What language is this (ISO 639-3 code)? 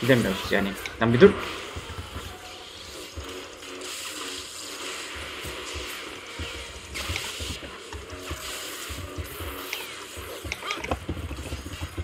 tur